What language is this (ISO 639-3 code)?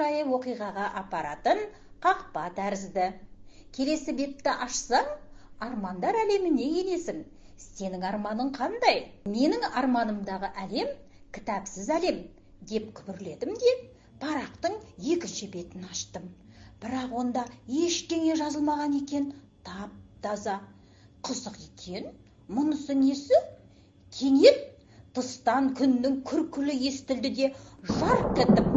kaz